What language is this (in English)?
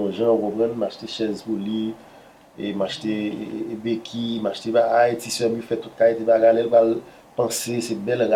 Haitian Creole